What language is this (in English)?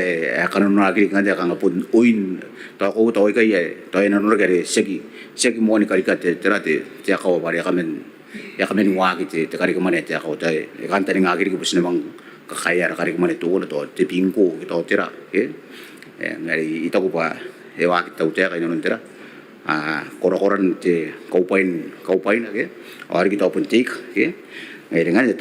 Gilbertese